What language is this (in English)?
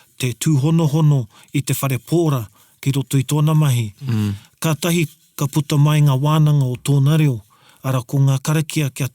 Māori